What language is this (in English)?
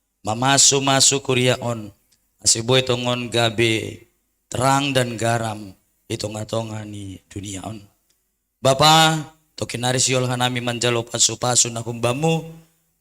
Batak Simalungun